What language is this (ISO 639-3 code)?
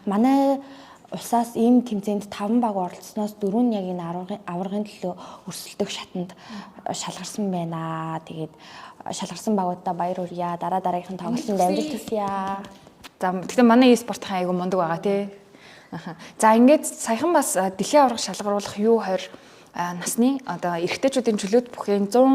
mon